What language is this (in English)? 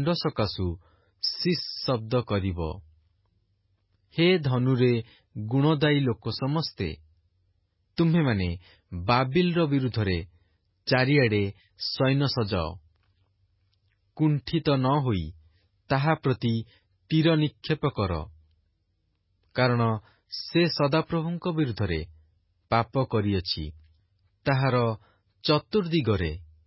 Odia